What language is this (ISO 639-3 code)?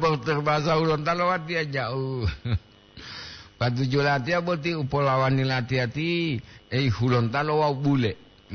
gor